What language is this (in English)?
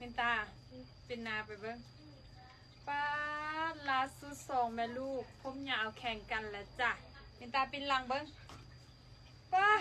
Lao